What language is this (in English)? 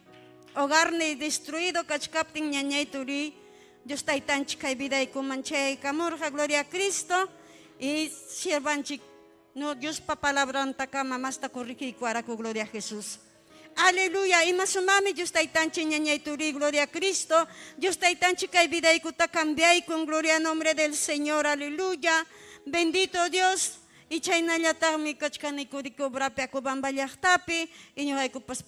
Ayacucho Quechua